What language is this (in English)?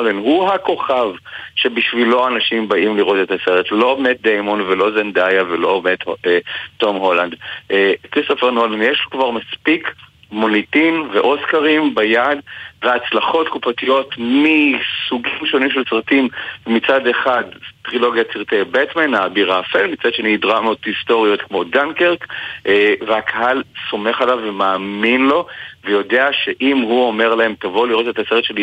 Hebrew